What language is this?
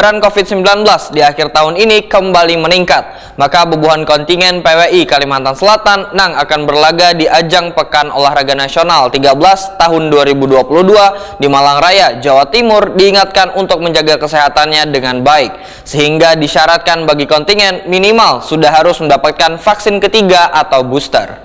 Banjar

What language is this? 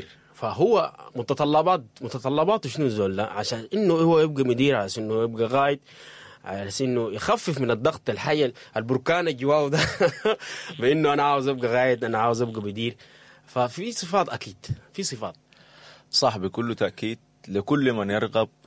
Sudanese Arabic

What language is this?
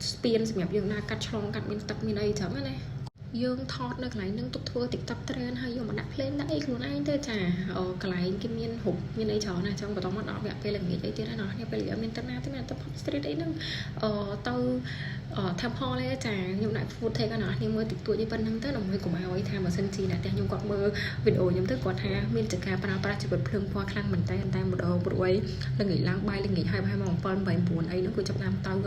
Khmer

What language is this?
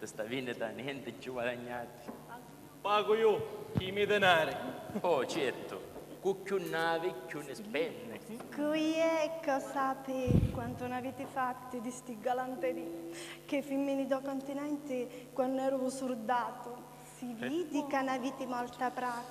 Sicilian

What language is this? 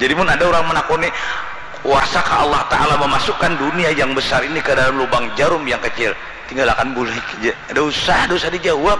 Banjar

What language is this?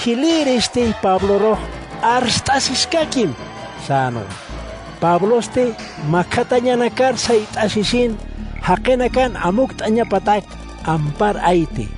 Aymara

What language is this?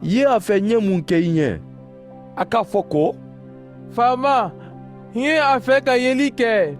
Mandingo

